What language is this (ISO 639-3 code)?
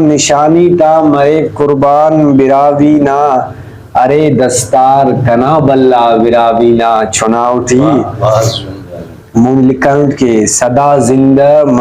brh